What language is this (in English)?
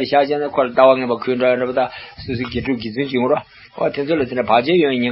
Tibetan